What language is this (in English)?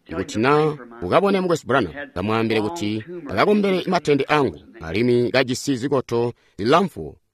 Tonga (Zambia)